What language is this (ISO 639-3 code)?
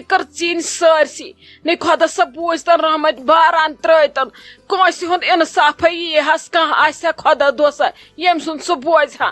kas